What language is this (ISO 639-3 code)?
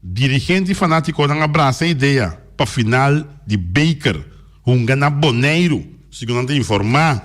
pap